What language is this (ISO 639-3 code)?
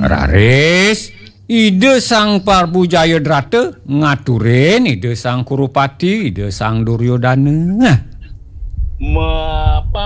ban